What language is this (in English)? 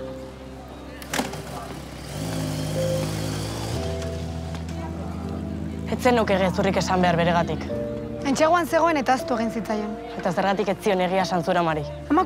Basque